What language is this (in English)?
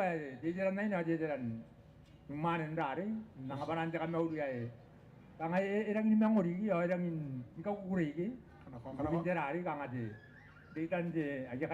Gilbertese